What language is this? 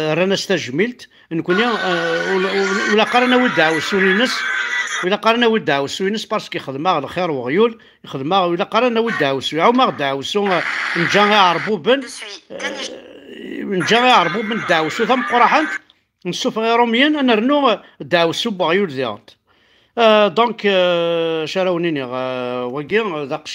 Kabyle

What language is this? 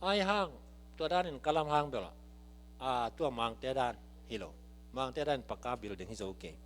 Tedim Chin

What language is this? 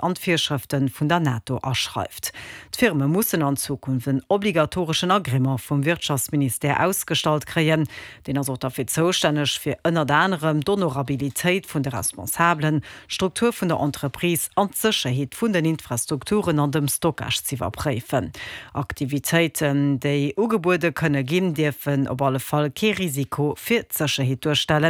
Luxembourgish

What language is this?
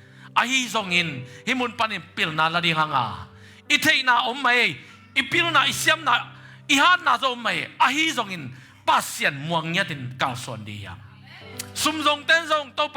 Tedim Chin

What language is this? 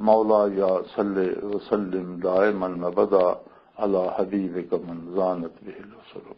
Western Panjabi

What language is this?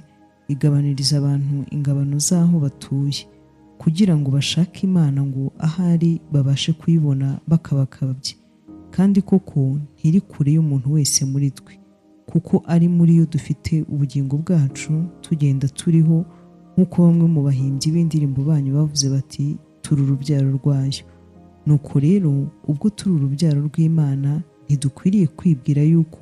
Kinyarwanda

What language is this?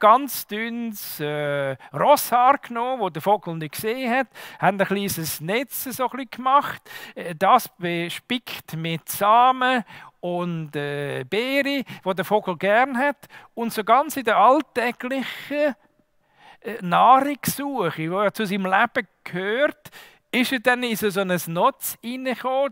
Swiss German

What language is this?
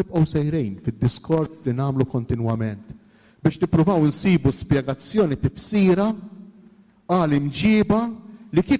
Maltese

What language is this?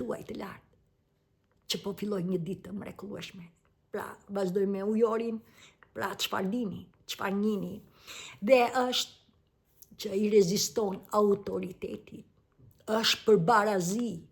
Albanian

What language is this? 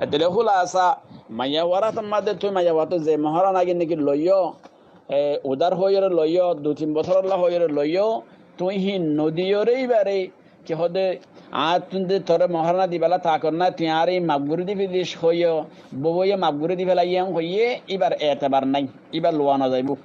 Rohingya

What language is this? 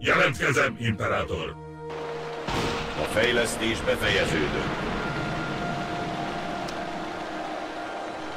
Hungarian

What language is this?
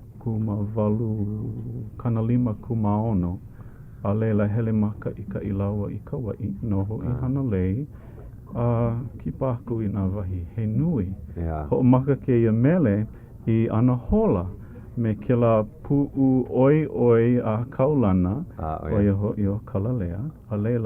Hawaiian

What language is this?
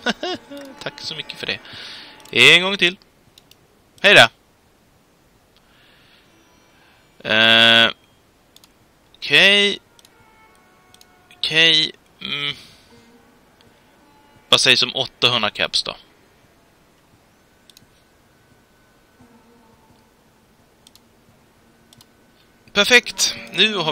Swedish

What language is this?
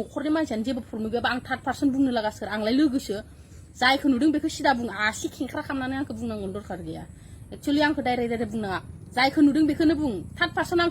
Bodo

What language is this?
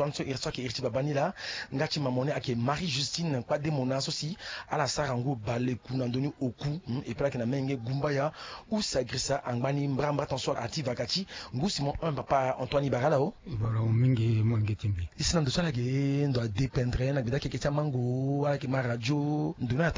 Sango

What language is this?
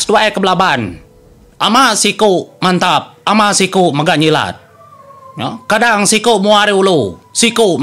Iban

